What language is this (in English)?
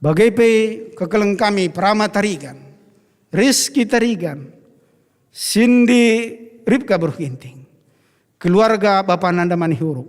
Batak Karo